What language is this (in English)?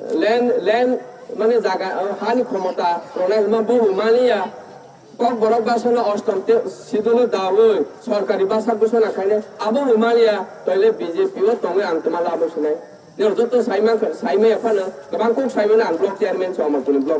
Kok Borok